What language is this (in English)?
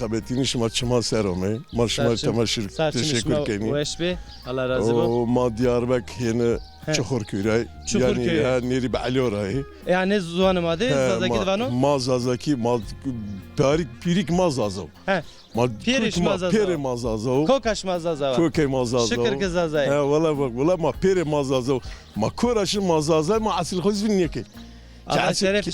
Zaza